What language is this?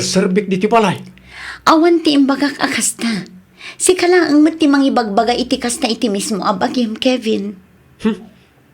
Iloko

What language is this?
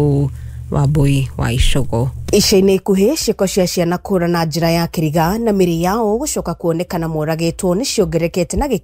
Kikuyu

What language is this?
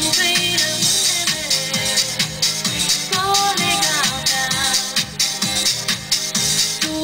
Romanian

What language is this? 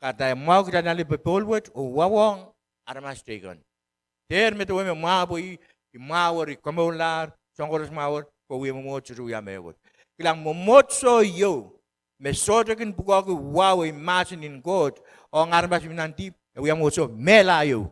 Pohnpeian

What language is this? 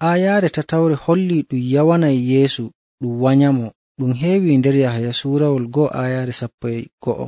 Nigerian Fulfulde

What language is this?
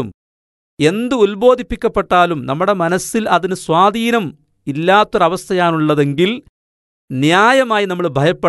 Malayalam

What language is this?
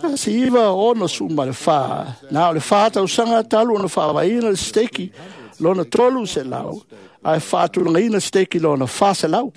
Samoan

